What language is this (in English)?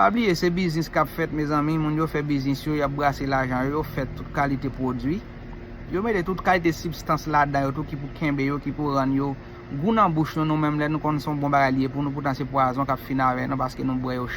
Haitian Creole